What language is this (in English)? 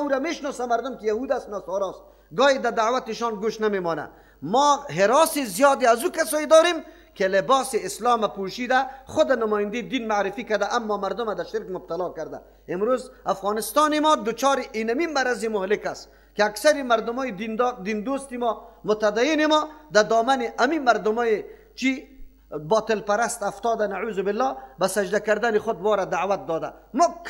Persian